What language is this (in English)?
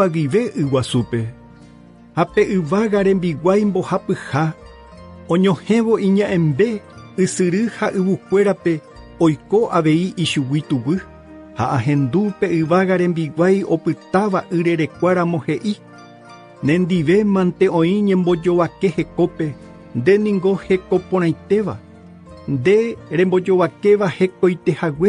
Guarani